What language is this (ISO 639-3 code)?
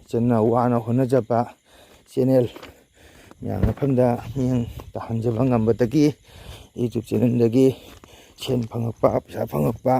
mni